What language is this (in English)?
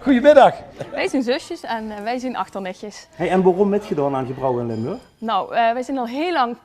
Limburgish